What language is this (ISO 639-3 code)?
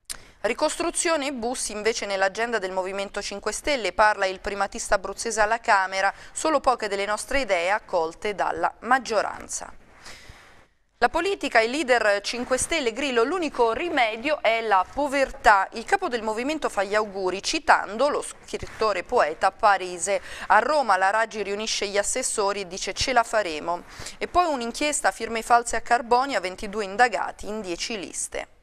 ita